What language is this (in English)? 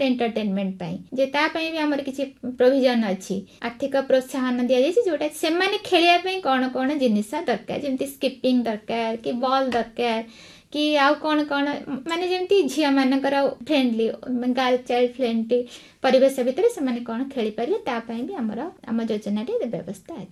Odia